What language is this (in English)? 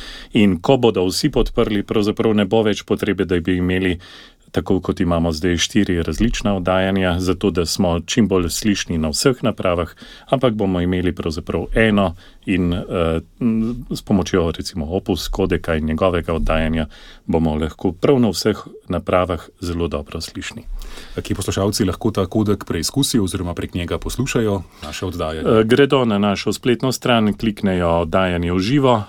Slovenian